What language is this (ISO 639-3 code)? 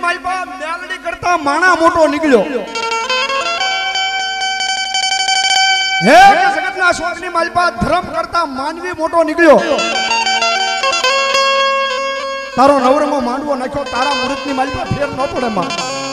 guj